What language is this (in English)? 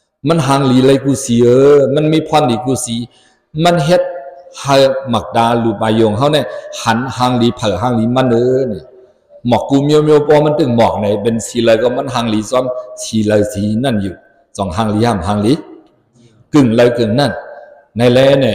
Shan